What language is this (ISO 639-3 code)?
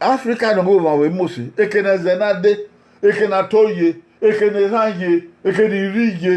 bin